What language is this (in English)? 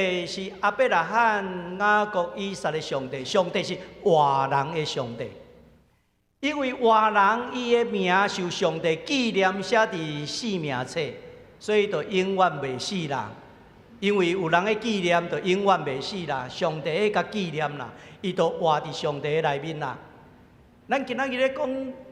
Min Nan Chinese